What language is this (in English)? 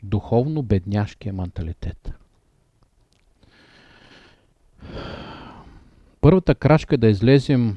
Bulgarian